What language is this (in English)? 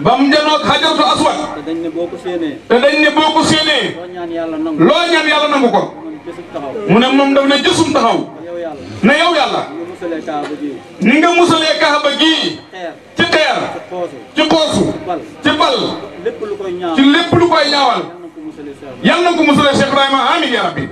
Wolof